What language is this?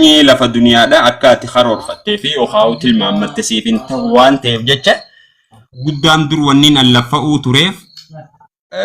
Oromo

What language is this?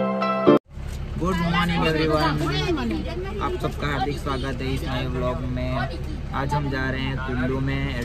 Hindi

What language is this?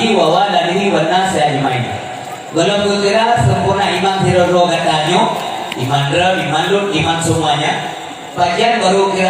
Achinese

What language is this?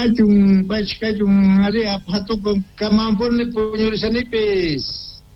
South Bolivian Quechua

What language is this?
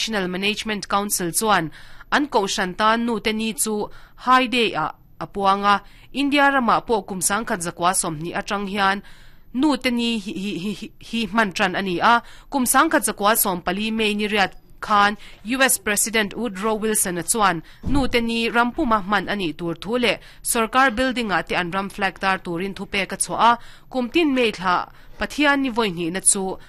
Mizo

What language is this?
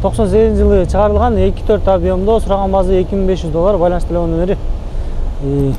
Kyrgyz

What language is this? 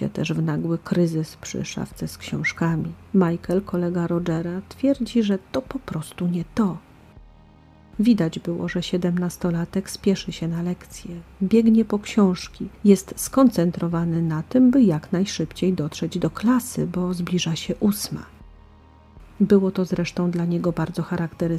Polish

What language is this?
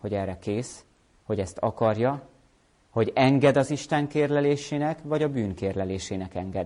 Hungarian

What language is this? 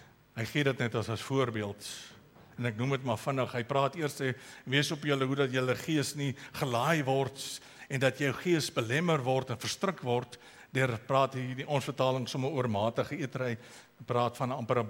Afrikaans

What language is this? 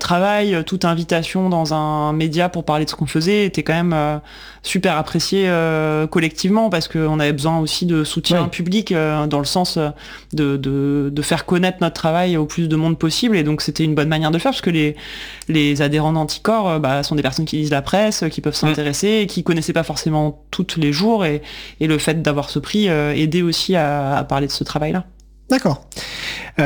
French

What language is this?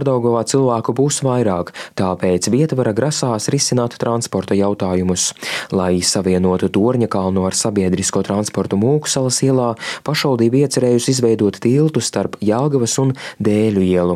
Latvian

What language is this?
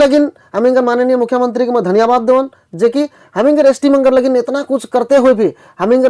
Sadri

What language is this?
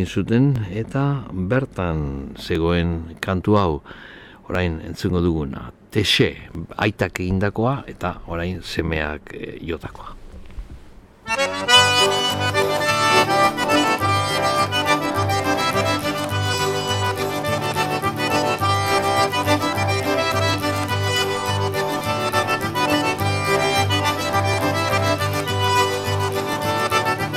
Basque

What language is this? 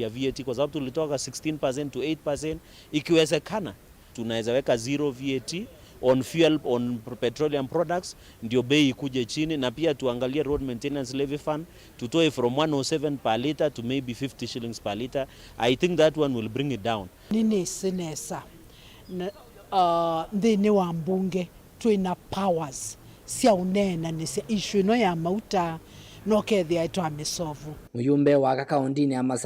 Kamba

